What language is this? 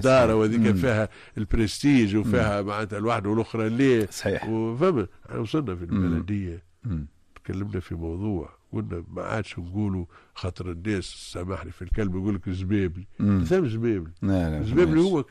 Tunisian Arabic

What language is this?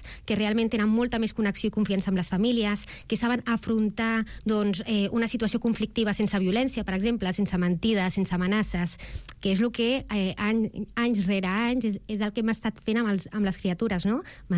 Catalan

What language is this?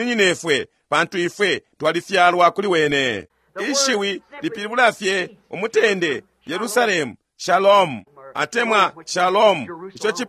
Bemba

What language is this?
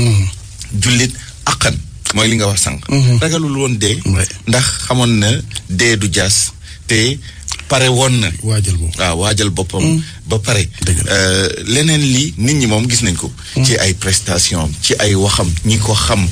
Wolof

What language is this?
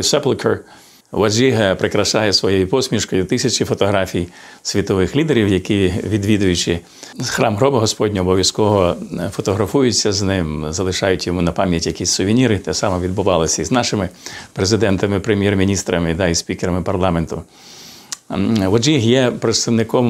Ukrainian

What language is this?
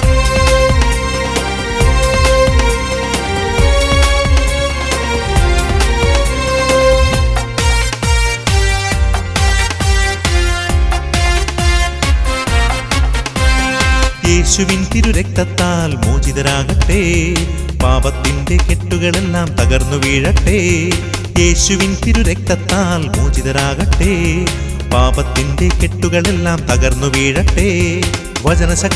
Malayalam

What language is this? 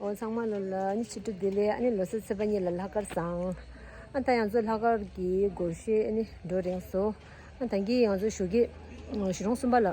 Tibetan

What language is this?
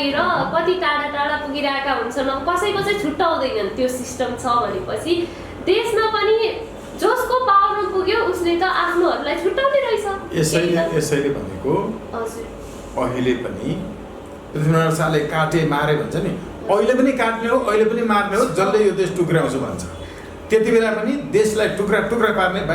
Nepali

